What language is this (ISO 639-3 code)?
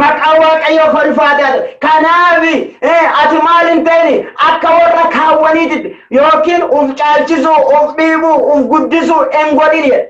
orm